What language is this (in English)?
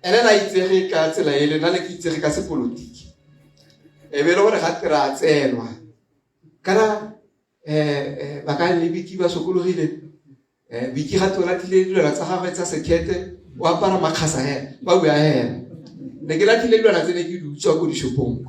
Tswana